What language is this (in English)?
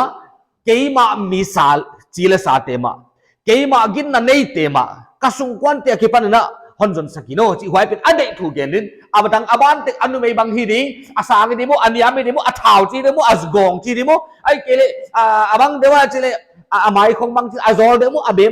Paite Chin